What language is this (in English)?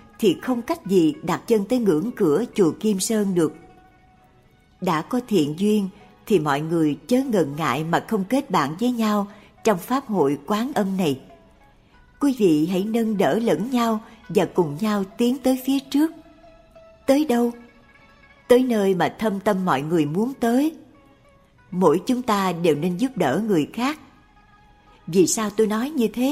Vietnamese